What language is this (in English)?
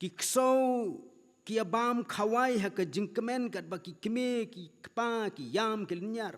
Khasi